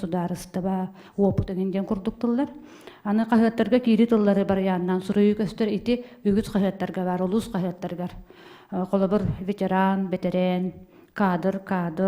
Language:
Yakut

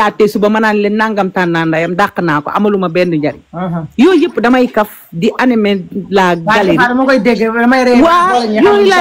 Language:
Wolof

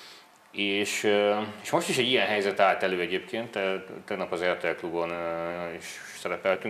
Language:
Hungarian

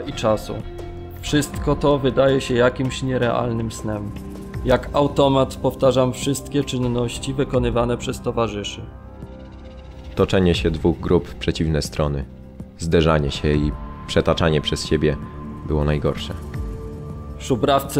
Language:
Polish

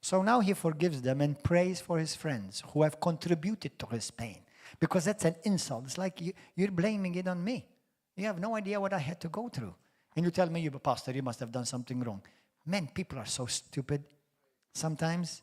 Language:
English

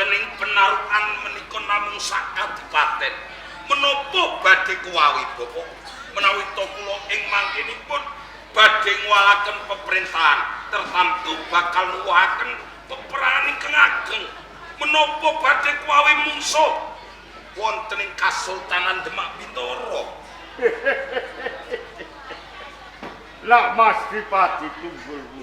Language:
Javanese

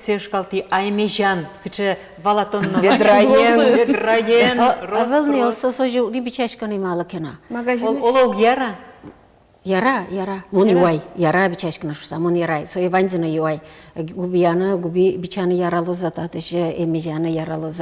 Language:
Udmurt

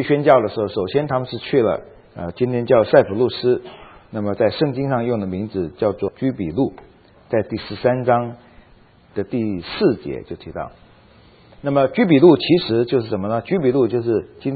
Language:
Chinese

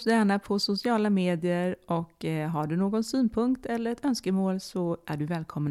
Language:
Swedish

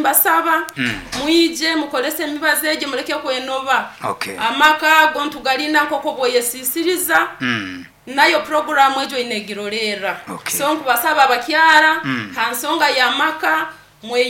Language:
Nyankole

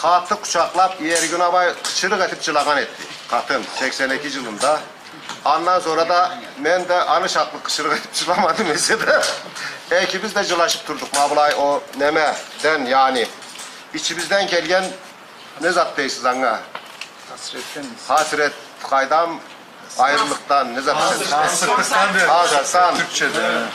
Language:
Karachay-Balkar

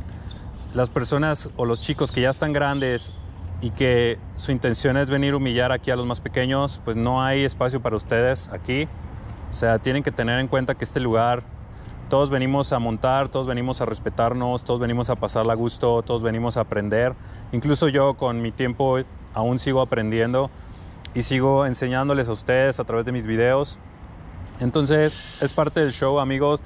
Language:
Spanish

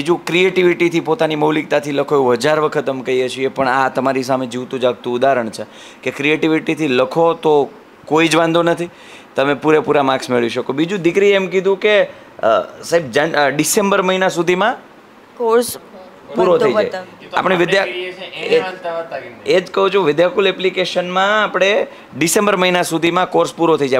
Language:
Gujarati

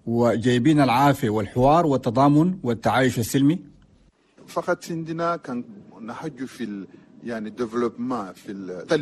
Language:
Chadian Arabic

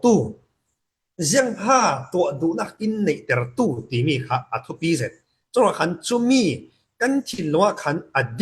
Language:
Falam Chin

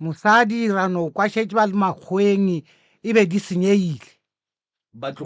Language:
Northern Sotho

